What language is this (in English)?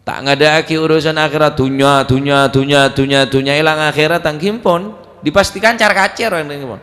Madurese